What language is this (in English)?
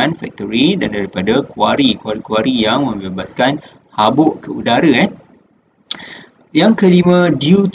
Malay